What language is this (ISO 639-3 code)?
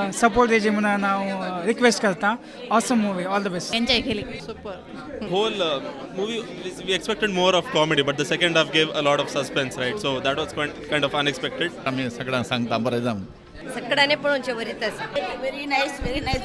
kok